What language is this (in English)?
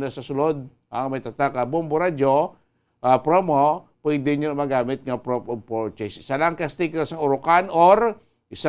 Hiligaynon